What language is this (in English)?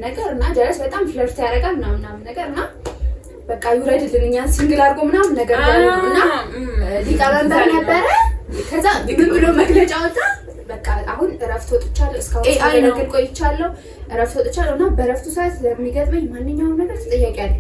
Amharic